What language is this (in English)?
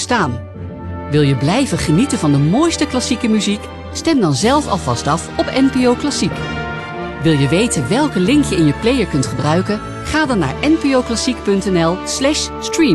Dutch